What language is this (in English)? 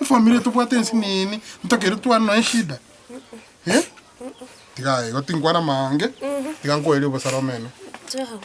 Gusii